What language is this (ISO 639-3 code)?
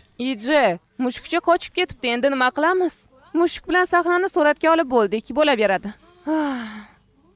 uzb